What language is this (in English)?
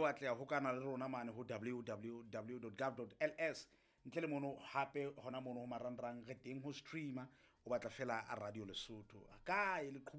Southern Sotho